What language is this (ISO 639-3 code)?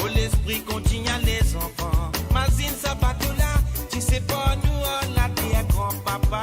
mfe